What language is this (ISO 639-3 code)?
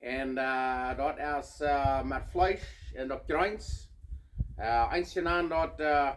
pdt